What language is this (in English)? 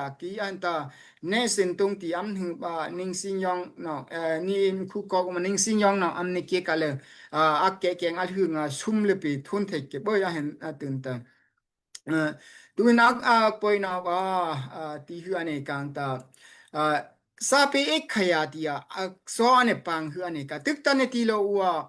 Daai Chin